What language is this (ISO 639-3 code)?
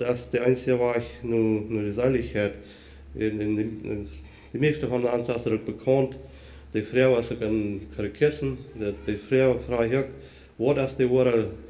pdt